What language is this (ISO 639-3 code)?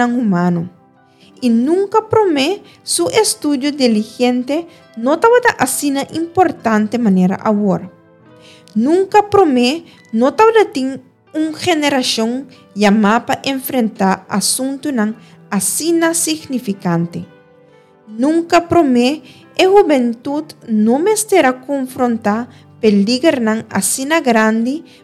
pap